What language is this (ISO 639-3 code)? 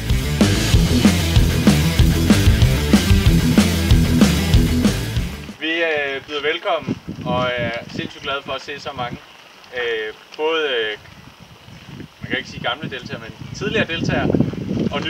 dan